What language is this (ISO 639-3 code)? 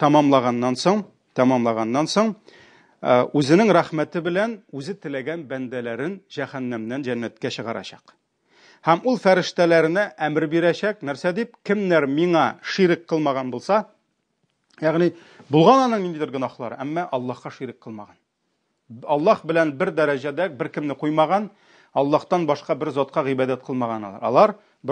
tat